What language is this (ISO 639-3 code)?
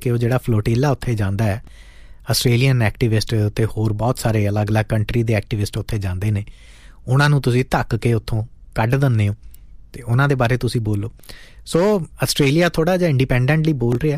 pan